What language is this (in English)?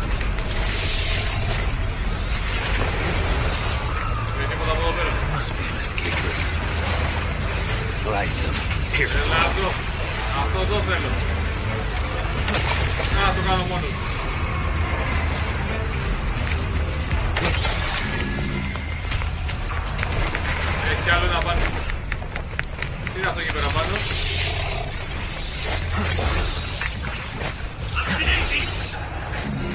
Greek